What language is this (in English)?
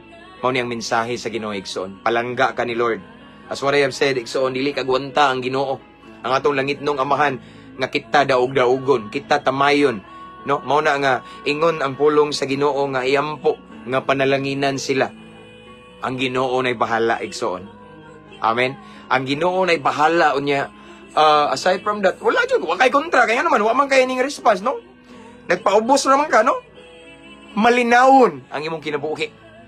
Cebuano